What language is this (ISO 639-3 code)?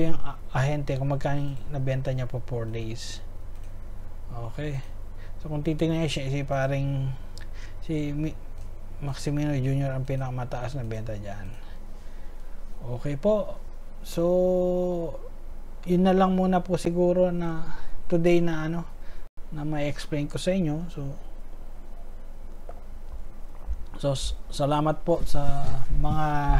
fil